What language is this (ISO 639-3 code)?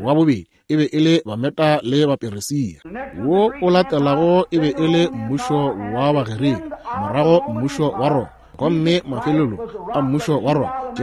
nso